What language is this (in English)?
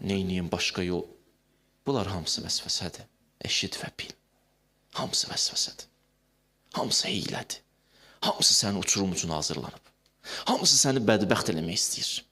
Azerbaijani